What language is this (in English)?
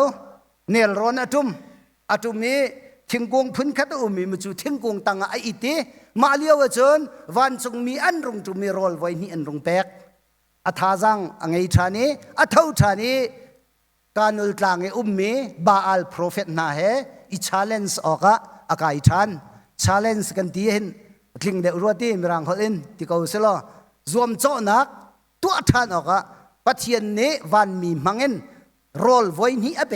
Hakha Chin